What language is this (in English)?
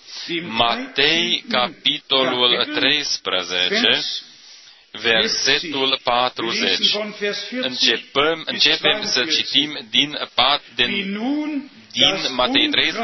Romanian